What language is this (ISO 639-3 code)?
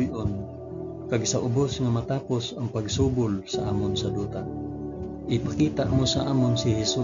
hil